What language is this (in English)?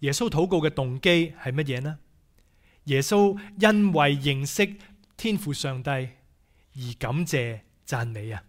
Cantonese